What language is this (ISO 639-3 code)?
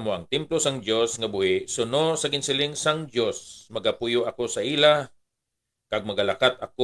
hil